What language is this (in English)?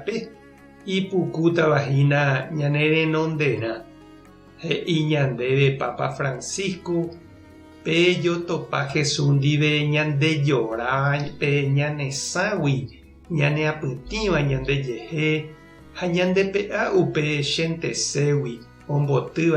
Guarani